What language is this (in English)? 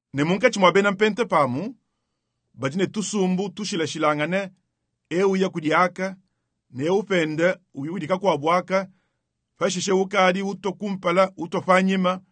Luba-Lulua